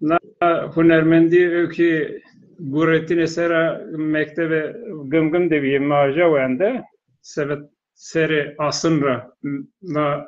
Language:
Zaza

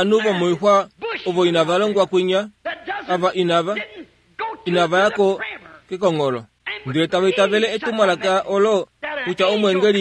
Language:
Kuanyama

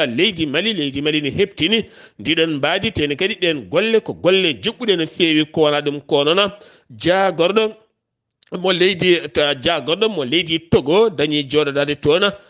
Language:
Fula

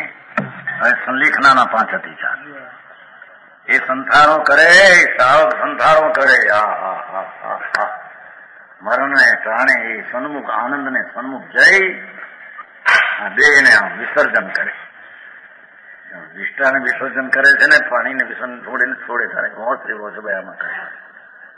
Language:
Gujarati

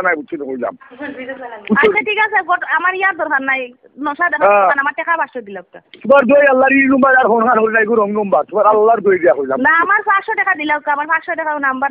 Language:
Sylheti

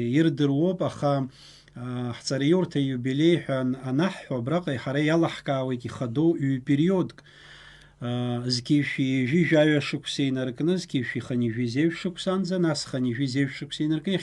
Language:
Abkhazian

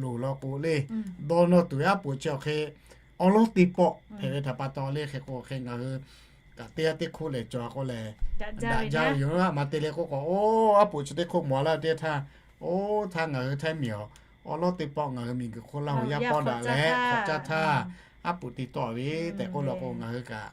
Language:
Lahu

